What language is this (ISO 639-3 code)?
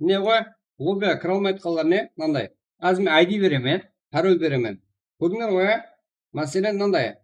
kaa